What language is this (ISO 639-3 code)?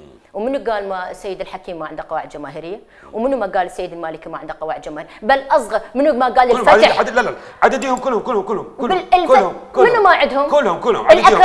acm